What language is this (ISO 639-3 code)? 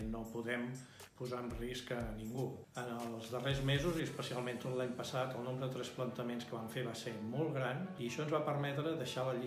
cat